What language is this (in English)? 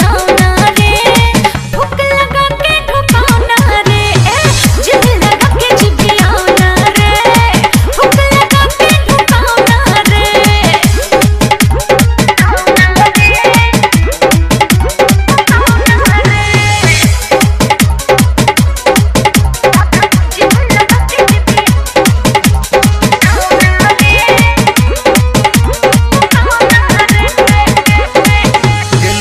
Bhojpuri